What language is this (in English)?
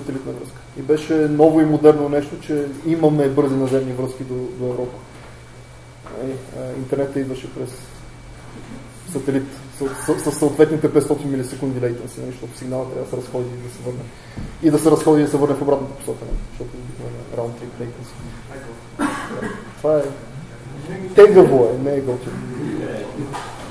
Bulgarian